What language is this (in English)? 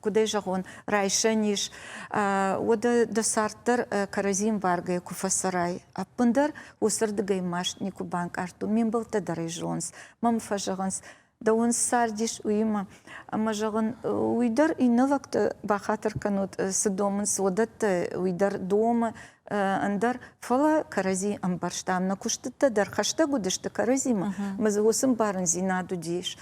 Ossetic